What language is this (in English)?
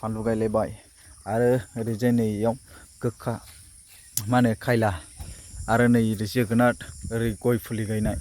Bodo